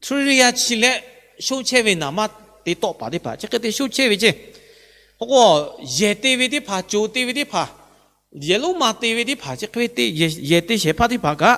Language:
Lahu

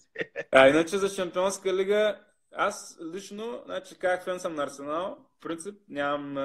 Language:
Bulgarian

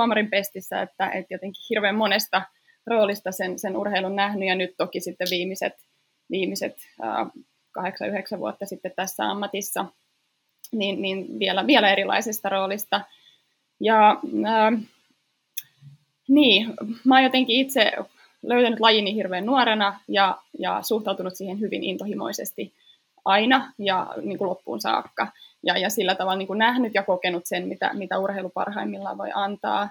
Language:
Finnish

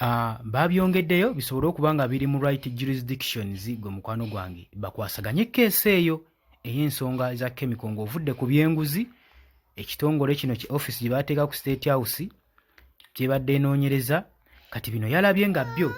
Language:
Ganda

